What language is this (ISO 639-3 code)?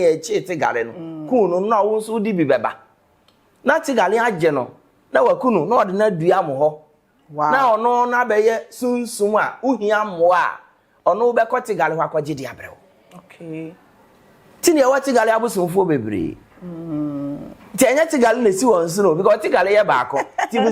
aka